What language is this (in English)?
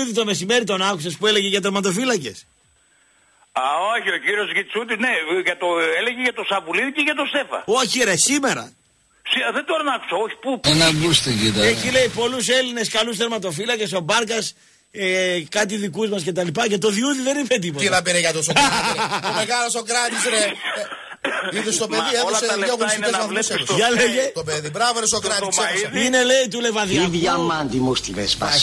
Greek